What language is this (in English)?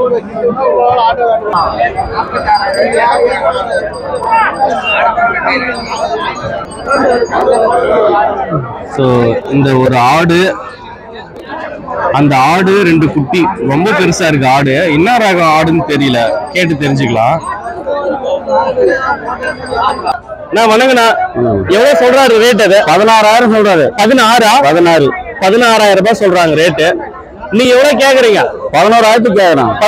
Tamil